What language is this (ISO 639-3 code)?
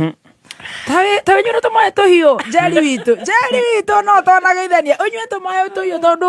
kik